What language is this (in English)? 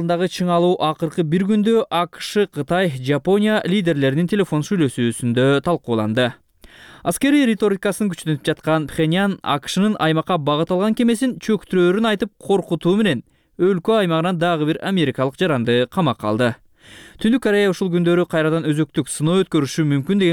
Kyrgyz